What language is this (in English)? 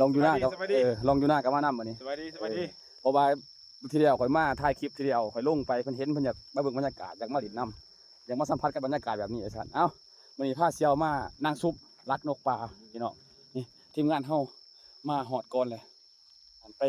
Lao